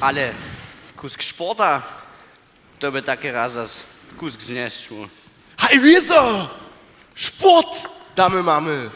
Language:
Upper Sorbian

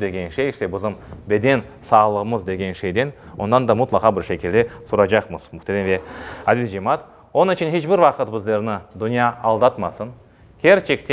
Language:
Crimean Tatar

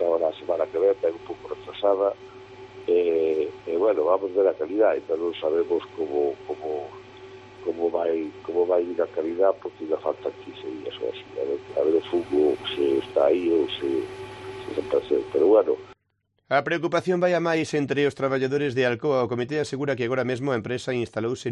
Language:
Galician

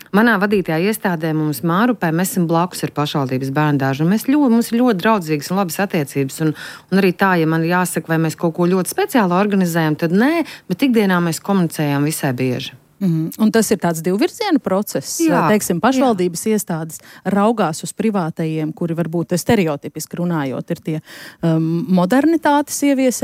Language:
Latvian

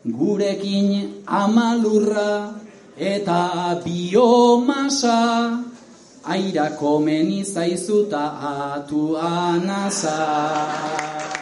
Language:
Basque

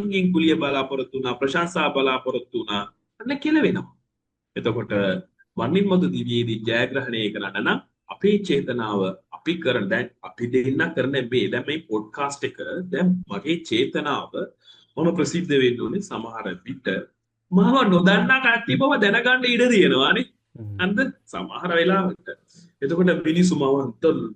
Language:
Sinhala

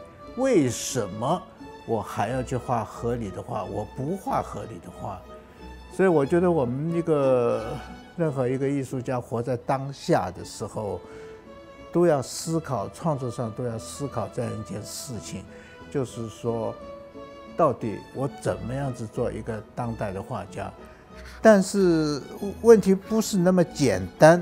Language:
Chinese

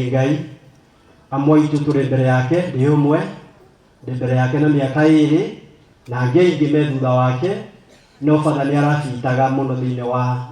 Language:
Kikuyu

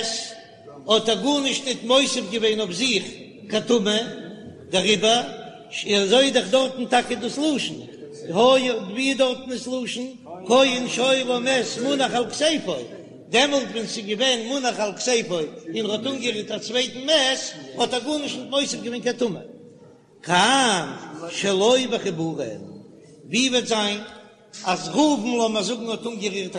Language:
Yiddish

